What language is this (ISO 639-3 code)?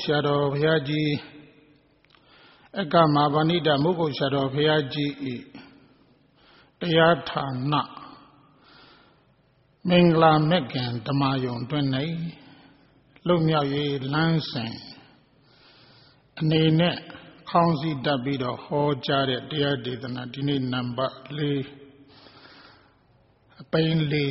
mya